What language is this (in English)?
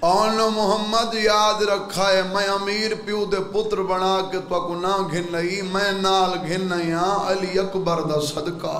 Saraiki